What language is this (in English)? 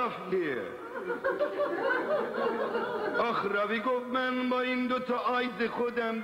Persian